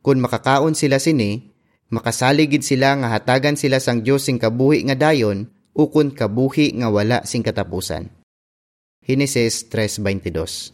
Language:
Hiligaynon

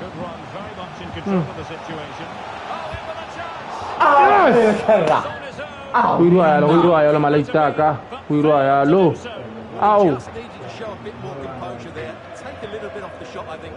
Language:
Tswana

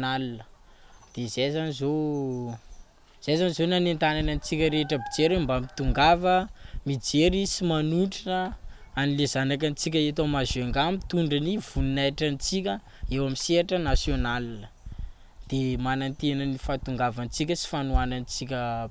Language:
Malagasy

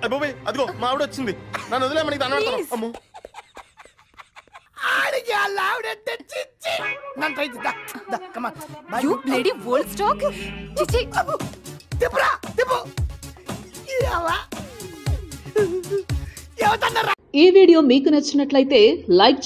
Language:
Telugu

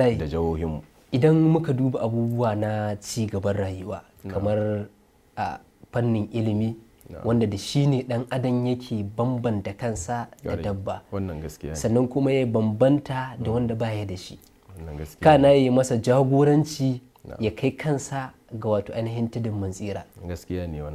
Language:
Hausa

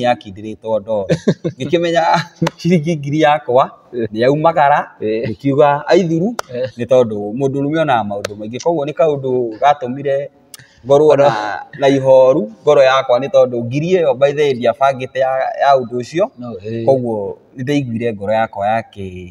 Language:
Kikuyu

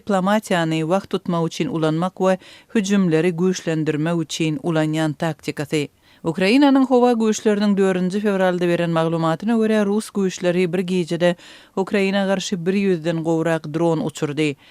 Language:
Turkmen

